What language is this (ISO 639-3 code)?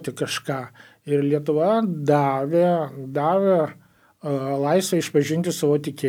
lit